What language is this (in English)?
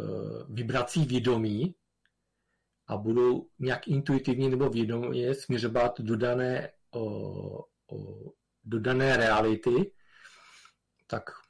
Czech